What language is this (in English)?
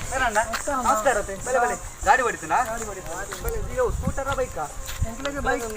Tulu